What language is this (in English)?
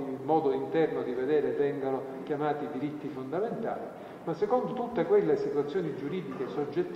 Italian